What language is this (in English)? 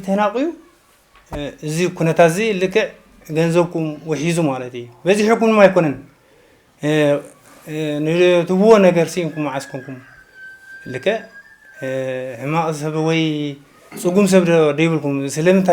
Tigrinya